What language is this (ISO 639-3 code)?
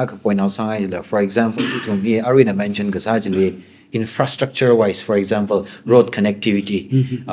nmf